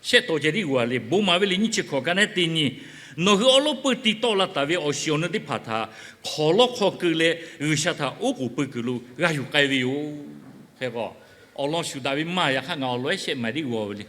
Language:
Lahu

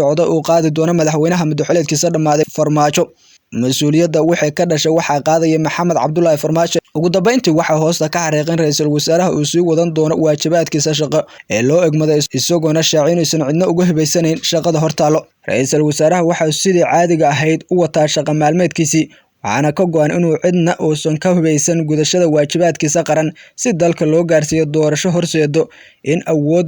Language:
Somali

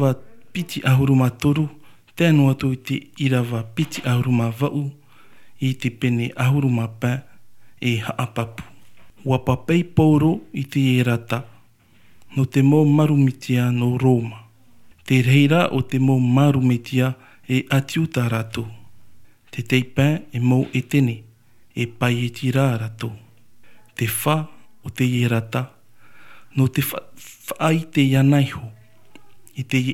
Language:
Tahitian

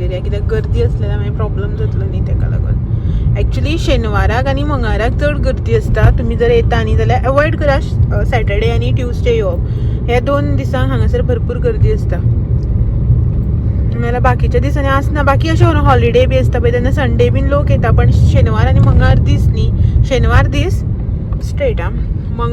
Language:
Konkani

